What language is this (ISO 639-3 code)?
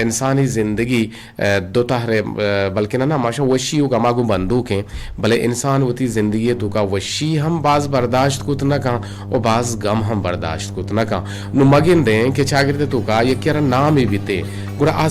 bgp